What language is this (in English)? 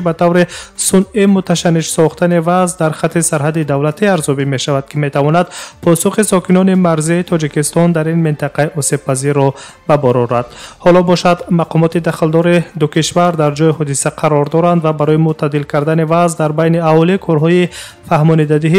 Tajik